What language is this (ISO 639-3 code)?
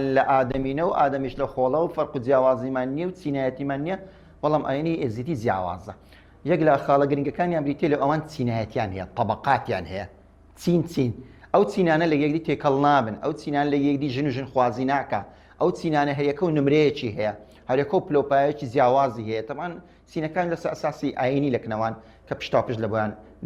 ckb